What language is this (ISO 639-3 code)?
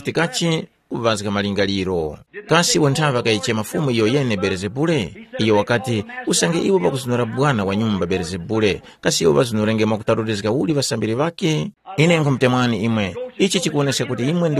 tum